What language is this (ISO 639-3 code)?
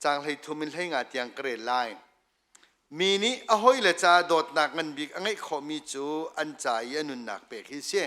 cnh